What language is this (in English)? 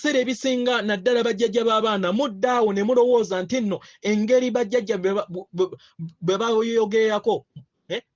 Ganda